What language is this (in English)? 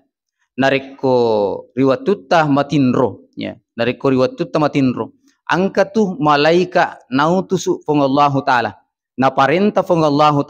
Buginese